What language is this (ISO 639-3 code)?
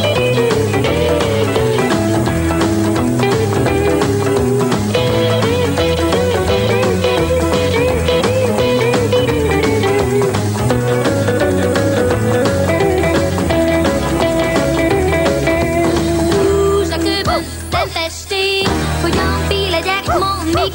hun